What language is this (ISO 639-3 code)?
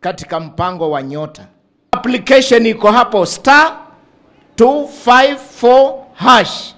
swa